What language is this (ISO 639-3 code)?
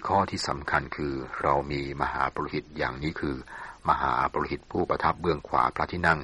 tha